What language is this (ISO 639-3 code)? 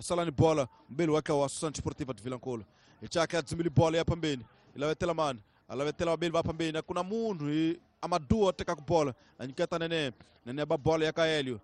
tso